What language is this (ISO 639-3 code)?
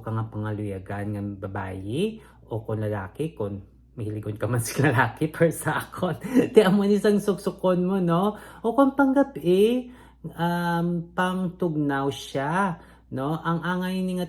hil